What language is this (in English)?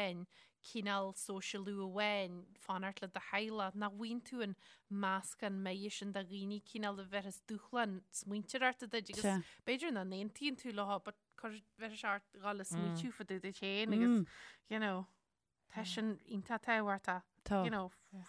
Irish